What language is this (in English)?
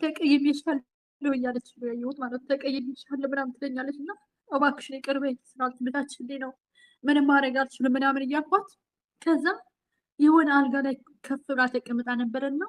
Amharic